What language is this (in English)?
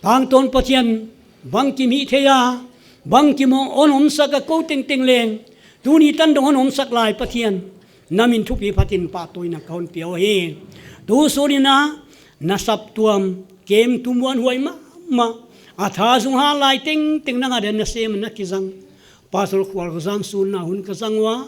Paite Chin